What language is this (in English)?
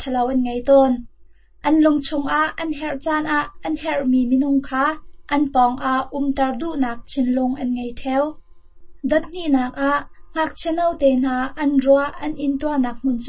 Hakha Chin